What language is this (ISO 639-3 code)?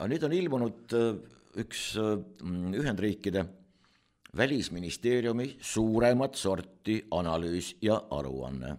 est